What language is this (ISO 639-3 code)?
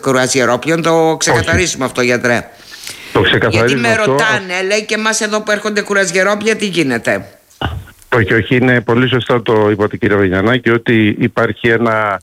ell